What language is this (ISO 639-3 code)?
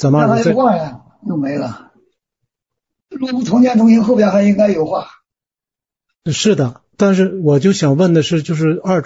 zho